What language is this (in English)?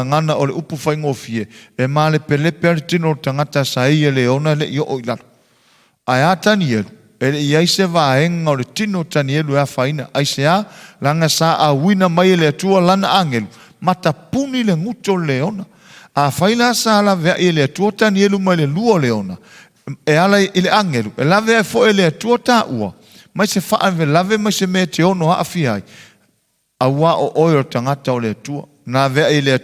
Samoan